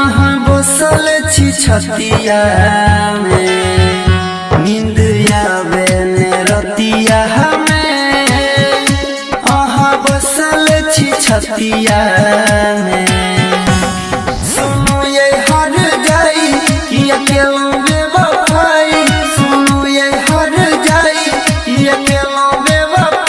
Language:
Maithili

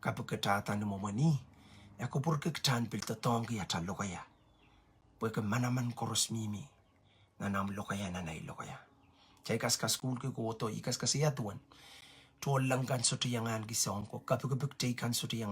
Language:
Pohnpeian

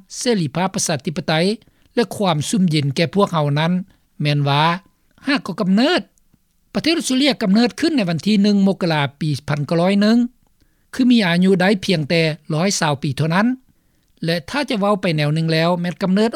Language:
Lao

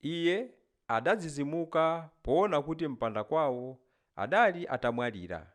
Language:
Nyanja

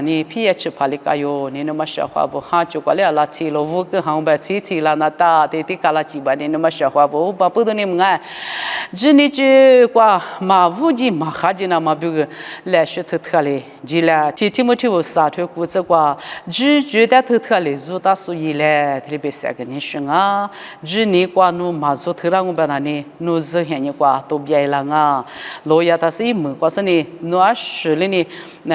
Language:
Lisu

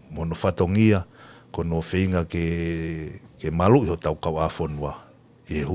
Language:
Tongan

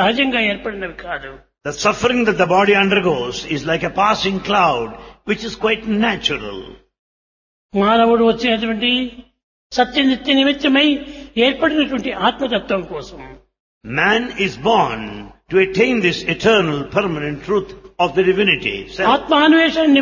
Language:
Telugu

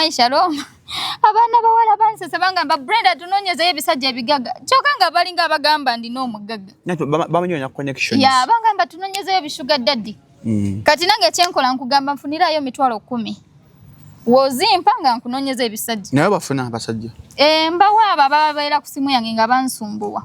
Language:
Ganda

